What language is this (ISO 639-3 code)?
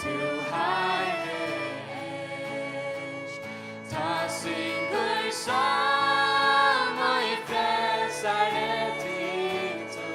fao